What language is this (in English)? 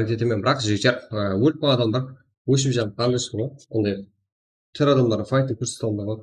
Kara-Kalpak